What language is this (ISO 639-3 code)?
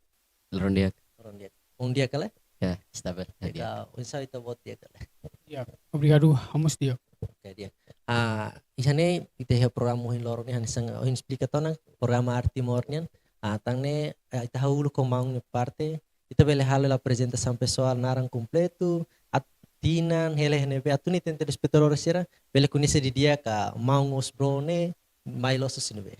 tet